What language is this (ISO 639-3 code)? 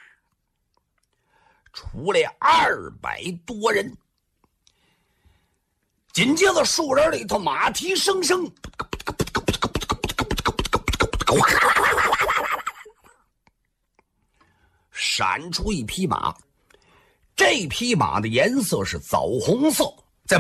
zho